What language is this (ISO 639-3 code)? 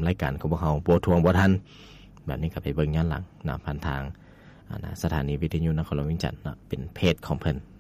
lao